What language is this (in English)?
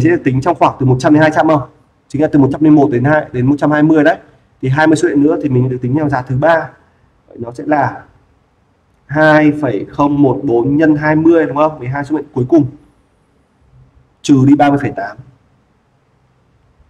Vietnamese